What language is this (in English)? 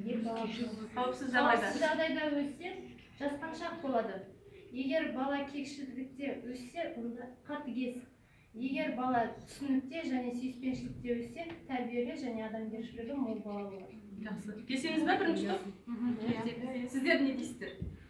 Kazakh